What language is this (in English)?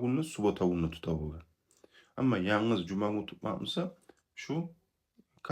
Kumyk